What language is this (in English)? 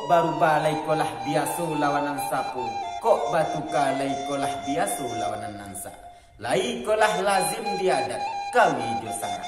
Minangkabau